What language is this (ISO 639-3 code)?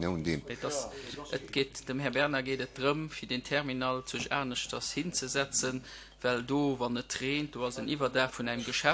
ltz